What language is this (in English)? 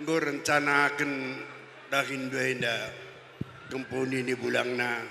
Batak Karo